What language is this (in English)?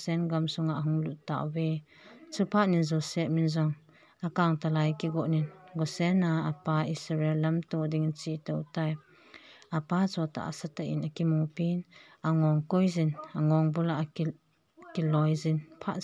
Thado Chin